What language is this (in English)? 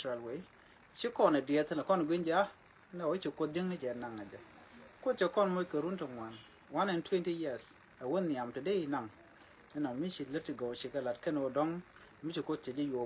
Nuer